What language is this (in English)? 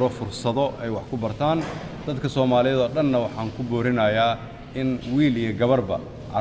Somali